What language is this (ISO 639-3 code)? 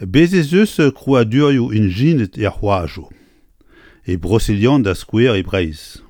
bre